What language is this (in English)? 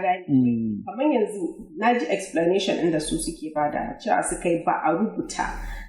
Hausa